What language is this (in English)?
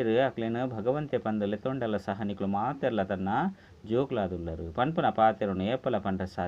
Tulu